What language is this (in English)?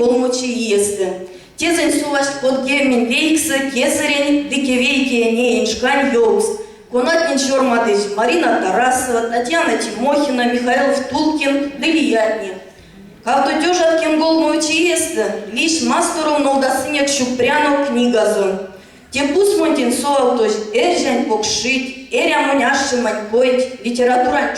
Erzya